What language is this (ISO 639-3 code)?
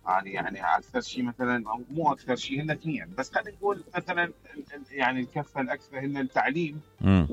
acm